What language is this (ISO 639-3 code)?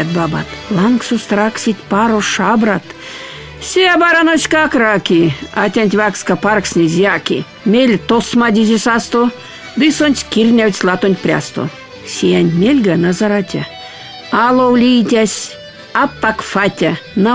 myv